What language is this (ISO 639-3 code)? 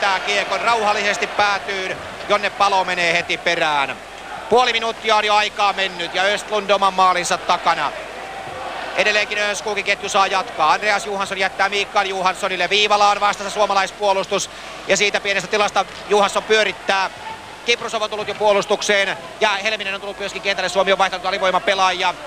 fin